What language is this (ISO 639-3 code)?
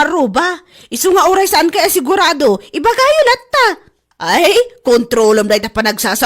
ilo